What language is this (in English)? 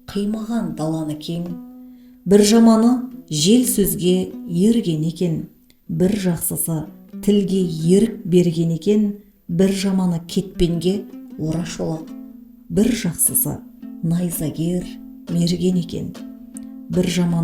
Kazakh